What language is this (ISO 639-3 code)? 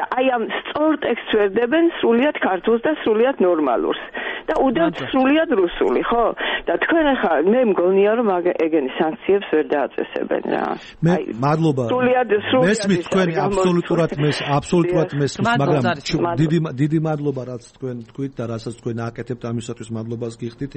kat